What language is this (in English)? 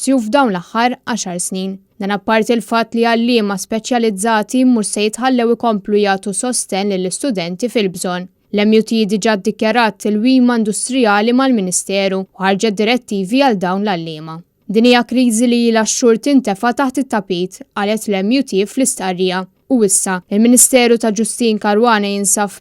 Maltese